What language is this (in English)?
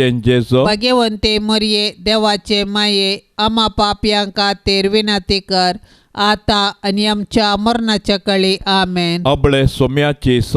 Konkani